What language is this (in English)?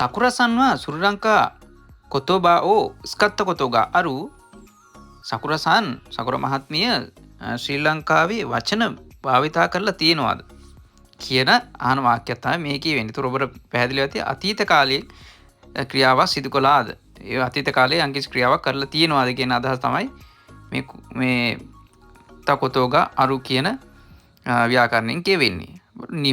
Sinhala